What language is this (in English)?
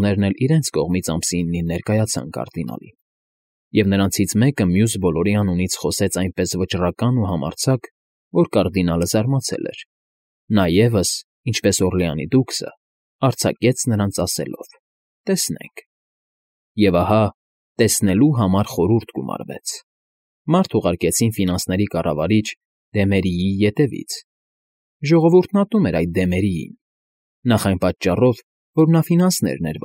Armenian